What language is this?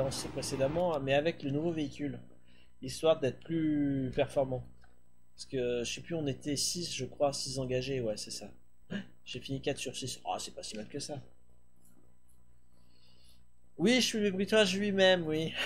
French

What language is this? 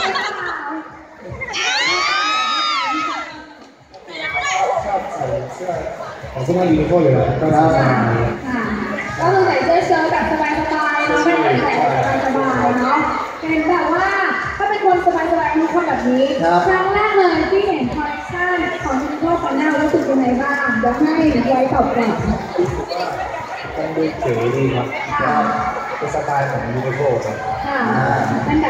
Thai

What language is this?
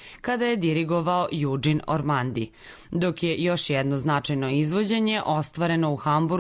Serbian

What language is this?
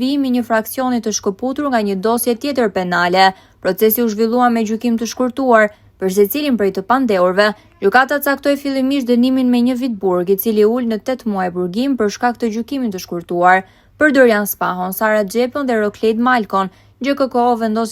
Albanian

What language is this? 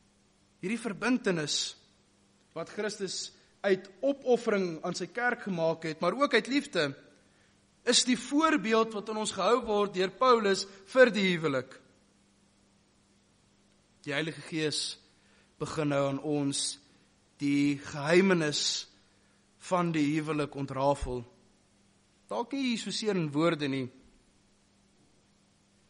Afrikaans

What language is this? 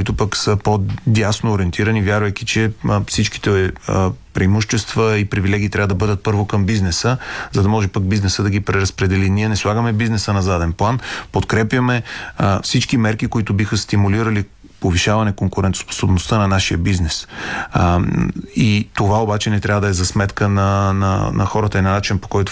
Bulgarian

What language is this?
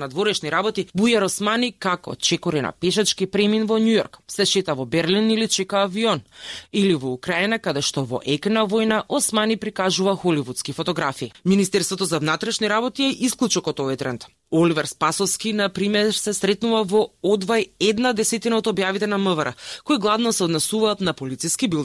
Macedonian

